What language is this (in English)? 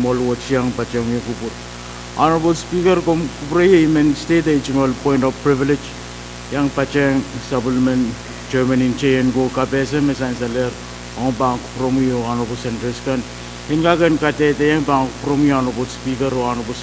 Pohnpeian